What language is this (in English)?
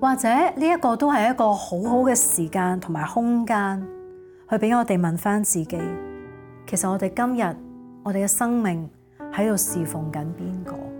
Cantonese